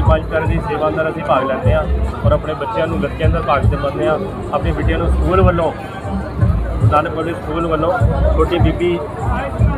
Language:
Punjabi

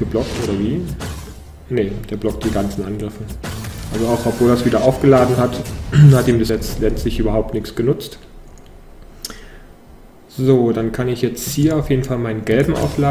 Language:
German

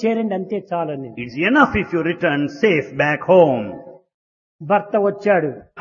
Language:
Telugu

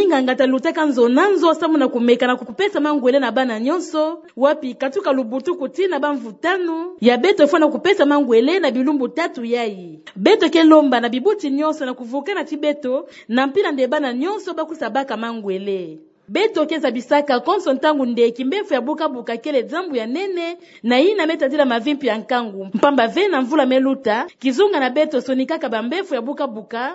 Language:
Kituba (Democratic Republic of Congo)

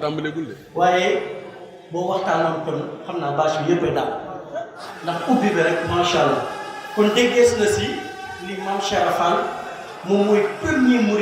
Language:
Wolof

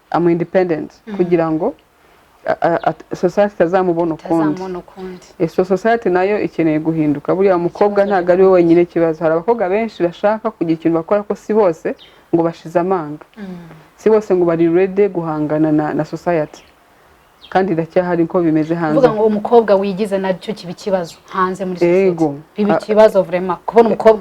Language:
Kinyarwanda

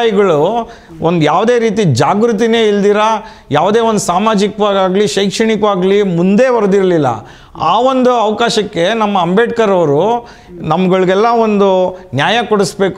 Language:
Kannada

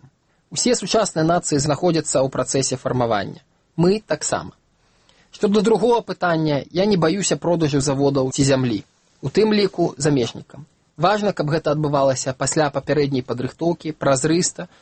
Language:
Belarusian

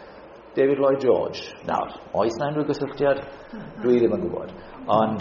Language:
Welsh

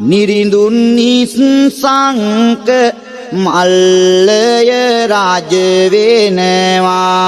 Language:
Sinhala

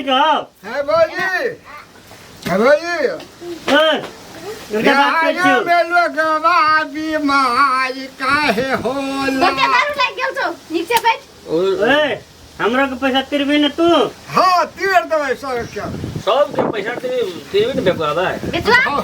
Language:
Maithili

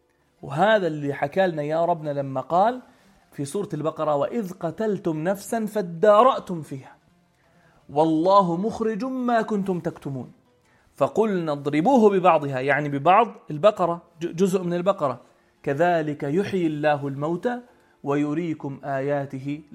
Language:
North Levantine Arabic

